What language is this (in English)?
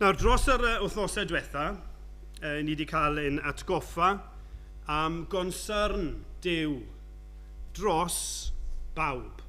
Welsh